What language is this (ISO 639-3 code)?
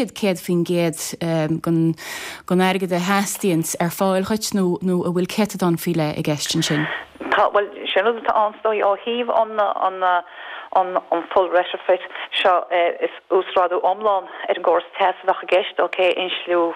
gle